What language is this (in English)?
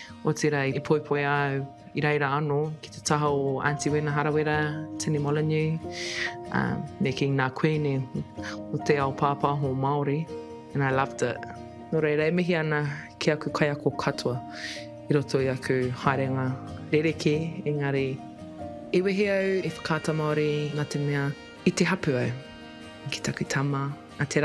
Māori